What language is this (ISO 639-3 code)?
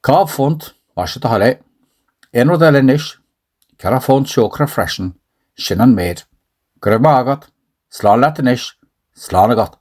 gle